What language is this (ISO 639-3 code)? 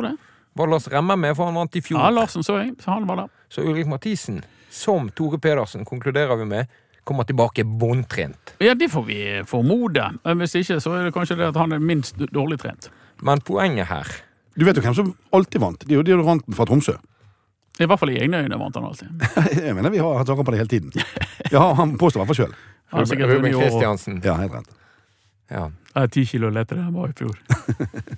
nor